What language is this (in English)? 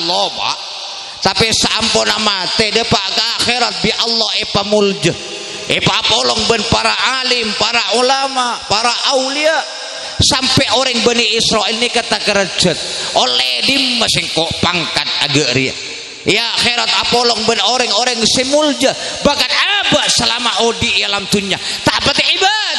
Madurese